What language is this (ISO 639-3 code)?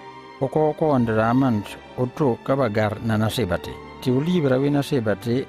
knf